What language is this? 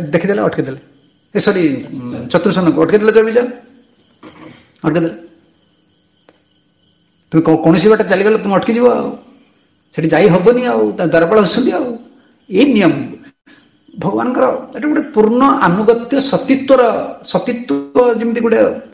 Odia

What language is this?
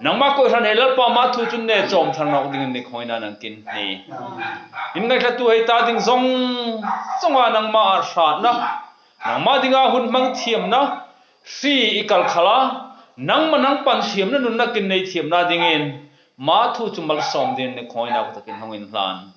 Hmar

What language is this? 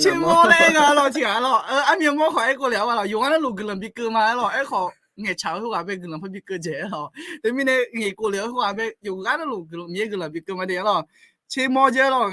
Akha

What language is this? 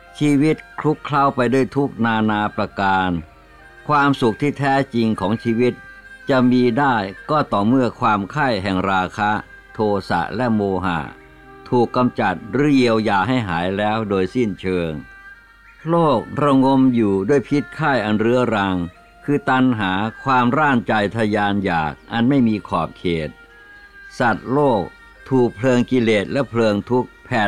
Thai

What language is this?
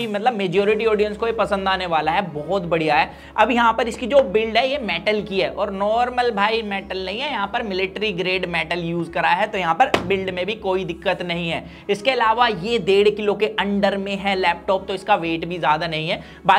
Hindi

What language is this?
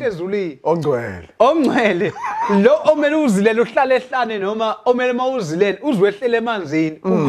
Zulu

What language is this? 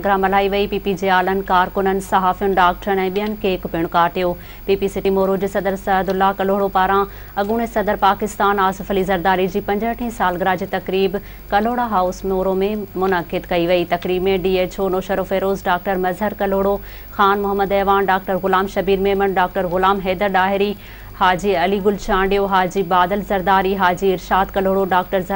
Sindhi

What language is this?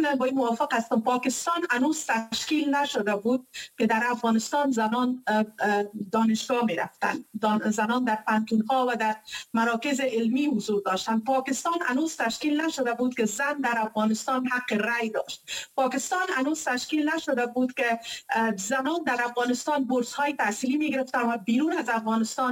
Persian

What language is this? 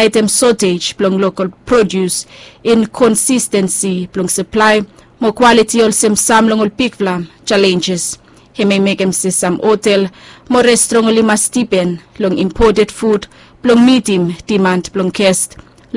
Bislama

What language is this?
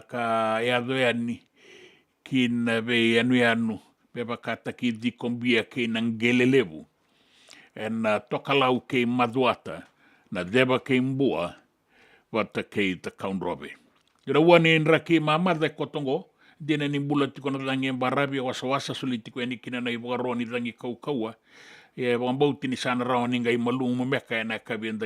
Fijian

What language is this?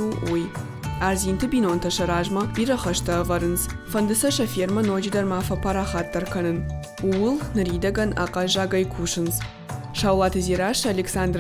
Ossetic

